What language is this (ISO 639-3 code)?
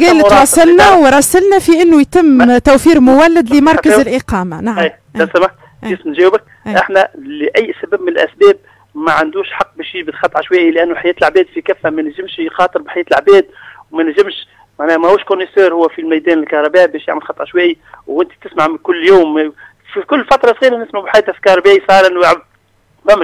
aeb